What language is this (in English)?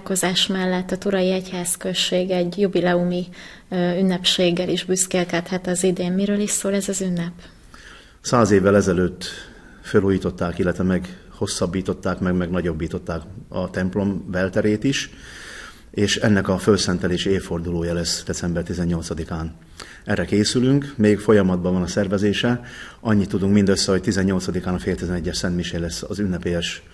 Hungarian